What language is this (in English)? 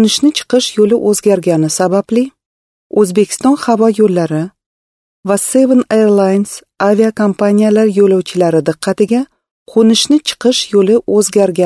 Uzbek